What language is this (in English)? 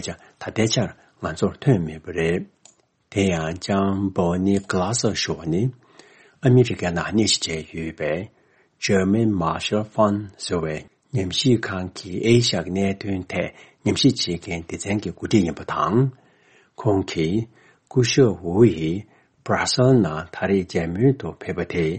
Tibetan